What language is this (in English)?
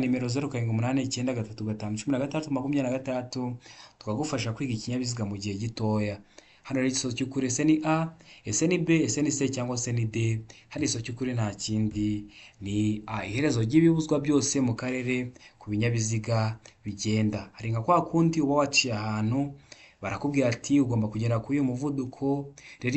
Kinyarwanda